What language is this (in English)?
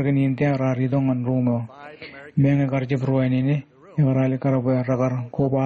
Marshallese